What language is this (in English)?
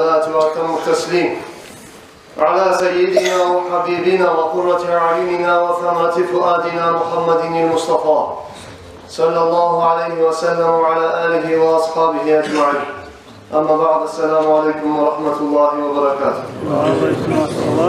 Kumyk